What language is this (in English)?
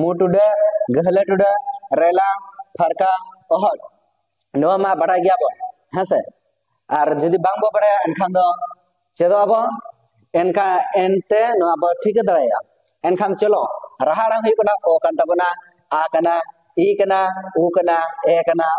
Santali